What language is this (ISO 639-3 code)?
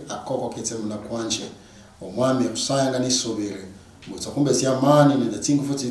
luy